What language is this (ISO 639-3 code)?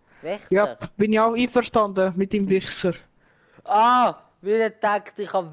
gsw